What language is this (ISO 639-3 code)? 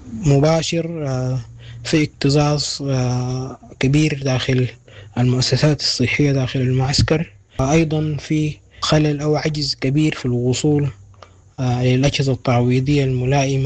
apd